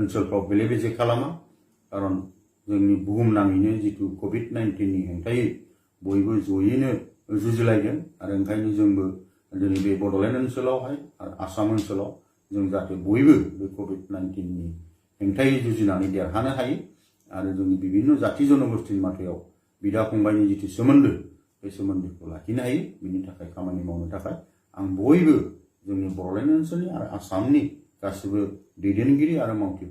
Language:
Bodo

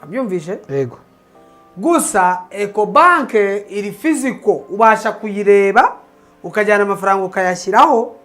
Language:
Kinyarwanda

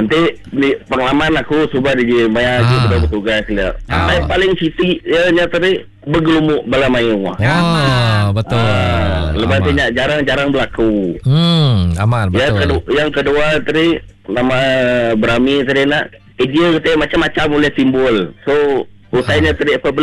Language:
Malay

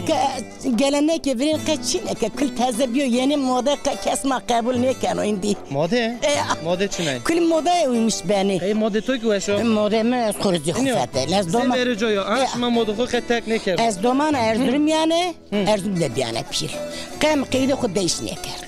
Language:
Zaza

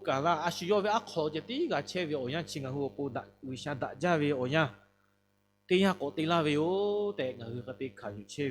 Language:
Lahu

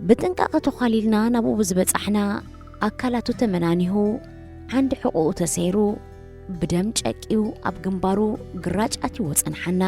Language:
Tigrinya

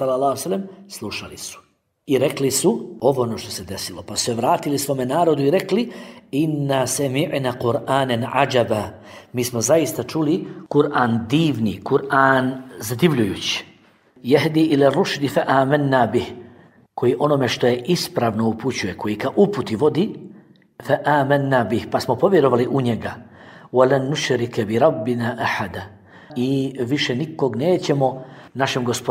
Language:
Bosnian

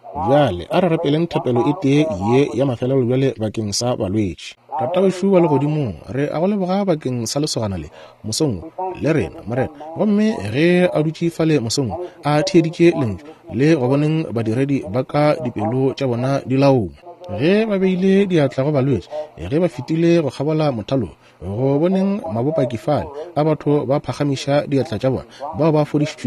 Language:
Northern Sotho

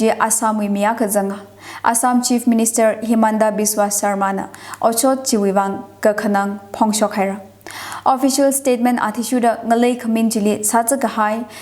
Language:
Tangkhul Naga (India)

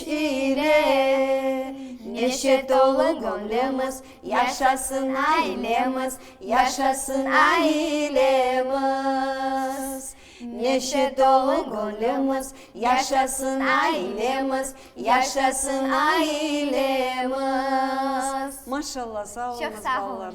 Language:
Crimean Tatar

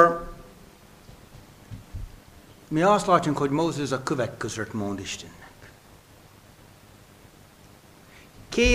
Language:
Hungarian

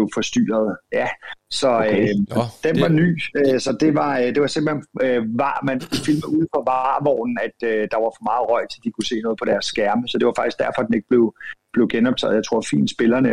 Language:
Danish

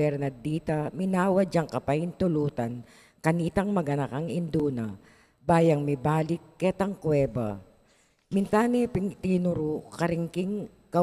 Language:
Pampanga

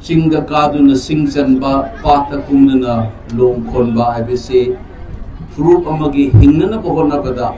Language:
Manipuri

